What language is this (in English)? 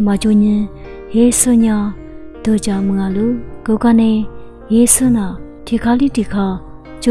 Lisu